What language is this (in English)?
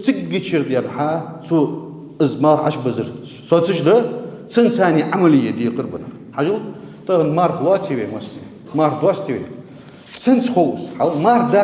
Ingush